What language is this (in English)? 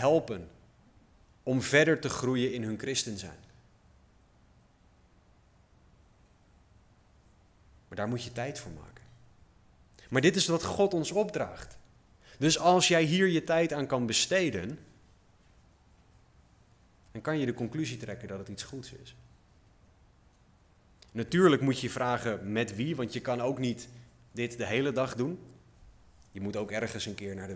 Dutch